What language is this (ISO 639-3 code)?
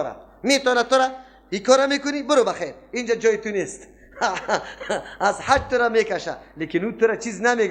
fas